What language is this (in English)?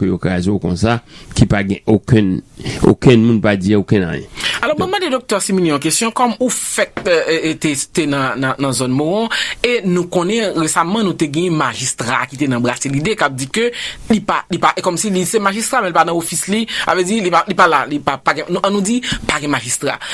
Haitian Creole